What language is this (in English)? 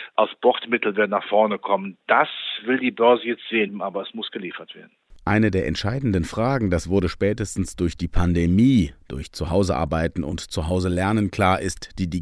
German